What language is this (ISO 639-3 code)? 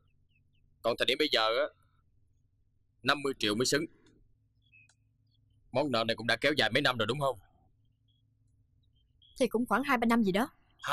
vie